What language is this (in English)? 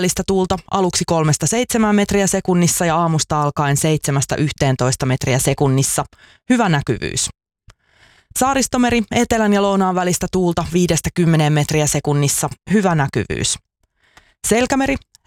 Finnish